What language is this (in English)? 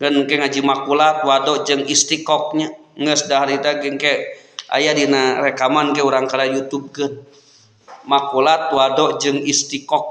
Sundanese